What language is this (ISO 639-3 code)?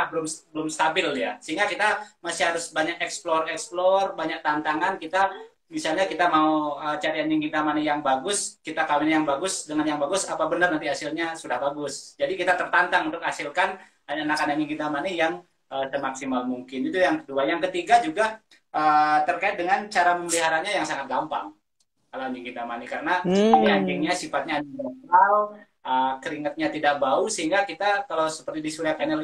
ind